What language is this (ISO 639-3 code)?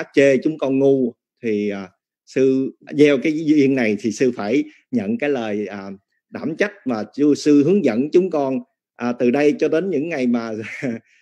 vie